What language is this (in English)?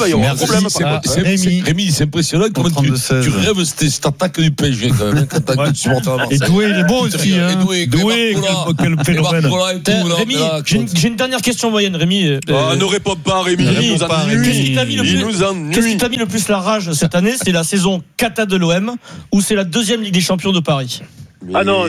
French